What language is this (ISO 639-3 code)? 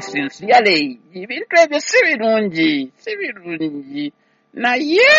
lug